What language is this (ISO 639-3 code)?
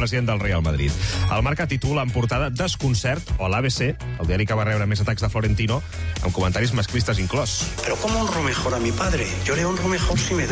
cat